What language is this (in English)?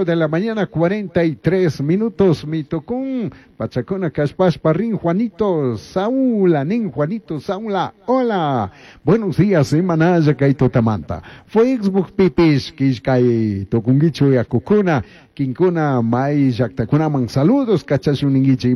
Chimborazo Highland Quichua